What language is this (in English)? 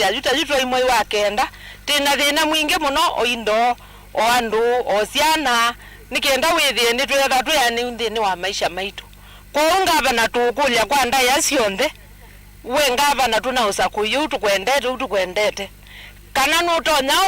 Kamba